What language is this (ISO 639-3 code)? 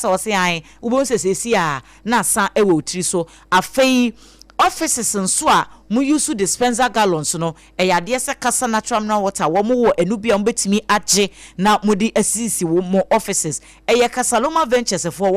aka